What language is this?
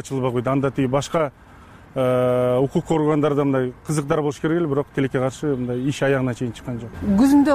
Kyrgyz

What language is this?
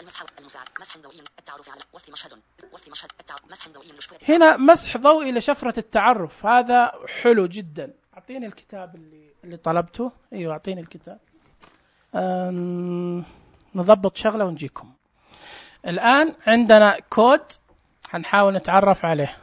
Najdi Arabic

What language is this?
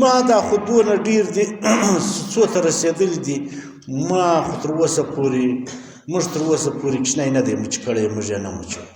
Pashto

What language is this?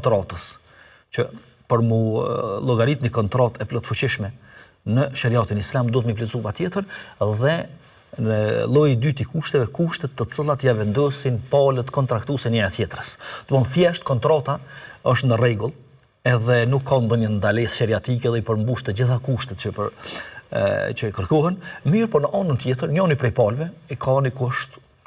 Albanian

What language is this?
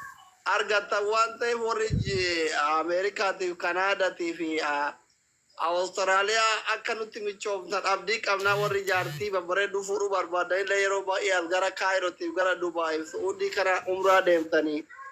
Oromo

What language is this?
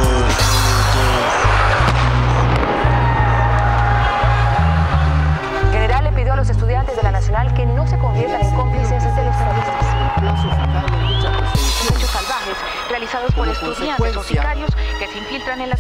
Spanish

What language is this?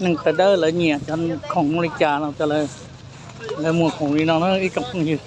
Hmong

